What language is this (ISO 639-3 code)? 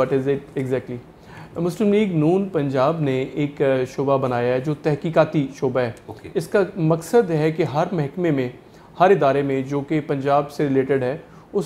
urd